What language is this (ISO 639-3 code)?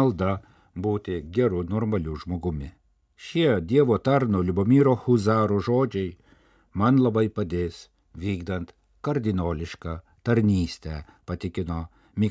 lit